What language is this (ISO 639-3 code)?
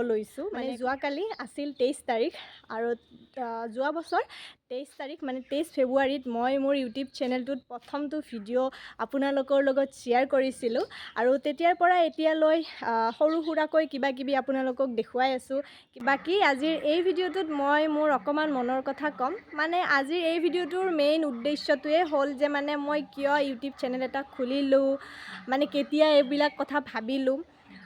asm